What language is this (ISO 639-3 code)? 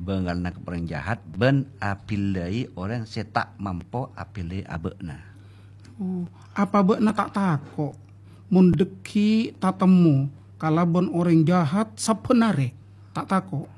mad